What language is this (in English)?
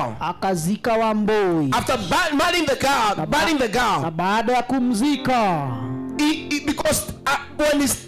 Swahili